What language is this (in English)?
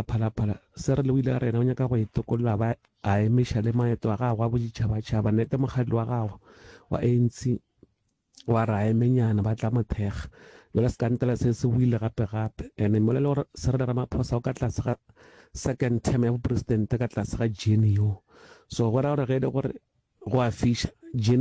Northern Sotho